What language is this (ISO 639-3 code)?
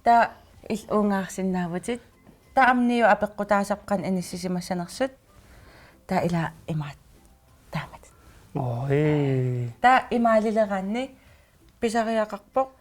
kal